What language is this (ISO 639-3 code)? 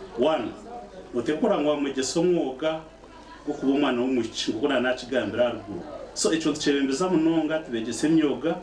nyn